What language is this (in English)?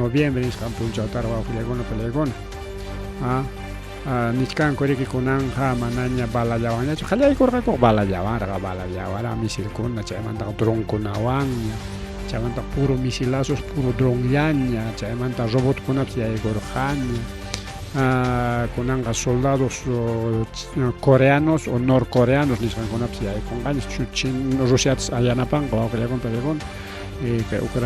Ayacucho Quechua